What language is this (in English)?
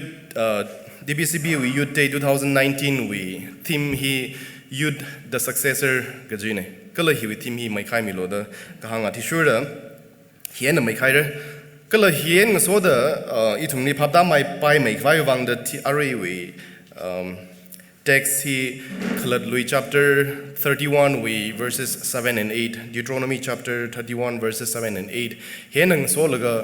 Tangkhul Naga (India)